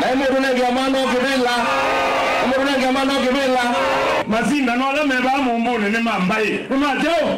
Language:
Kamba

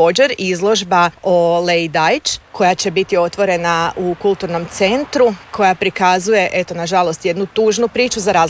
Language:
Croatian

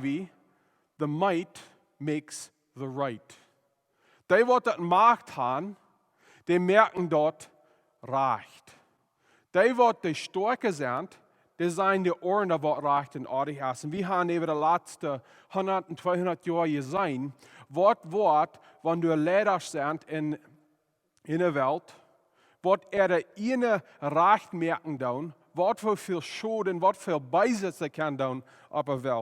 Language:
Plautdietsch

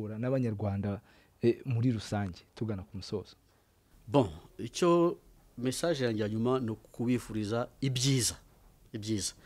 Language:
Kinyarwanda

